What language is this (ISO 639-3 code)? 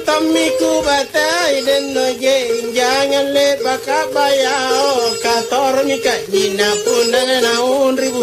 mak